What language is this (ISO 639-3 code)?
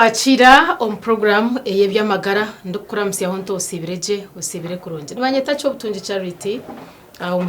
nyn